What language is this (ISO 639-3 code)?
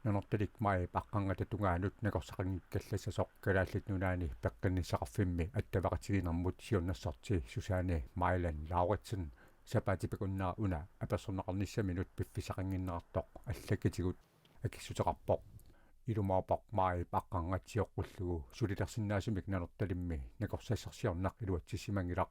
kal